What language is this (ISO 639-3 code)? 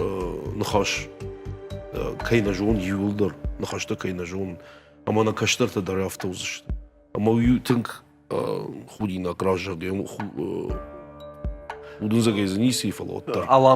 oss